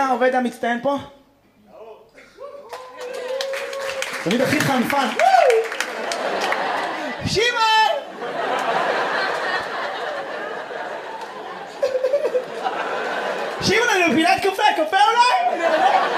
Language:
Hebrew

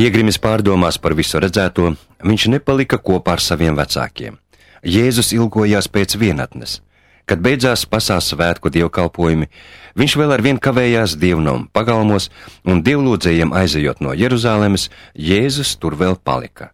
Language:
Latvian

